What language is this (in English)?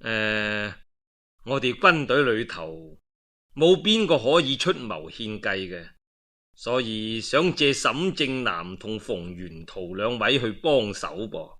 Cantonese